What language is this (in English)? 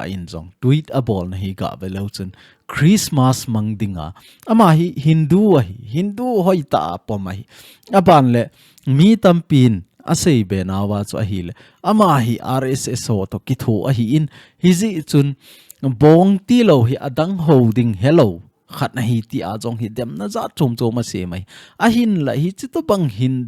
Thado Chin